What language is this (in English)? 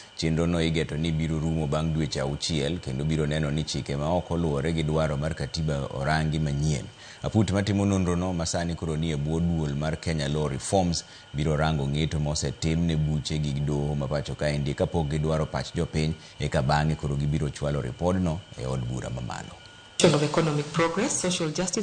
Luo (Kenya and Tanzania)